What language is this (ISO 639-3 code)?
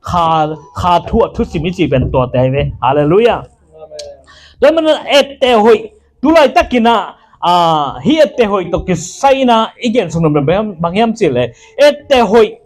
ctd